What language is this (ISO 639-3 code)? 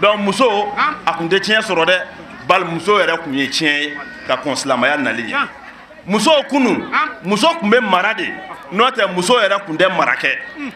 bam